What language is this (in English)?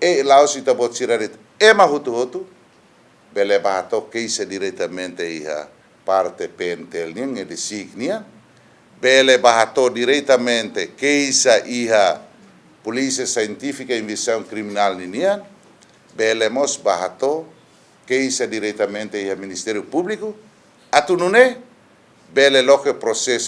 Tetum